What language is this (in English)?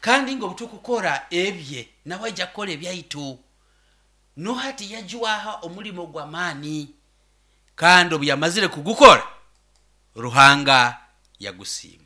Nyoro